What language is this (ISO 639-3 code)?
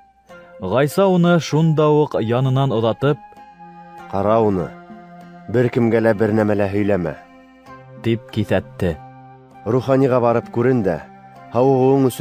bak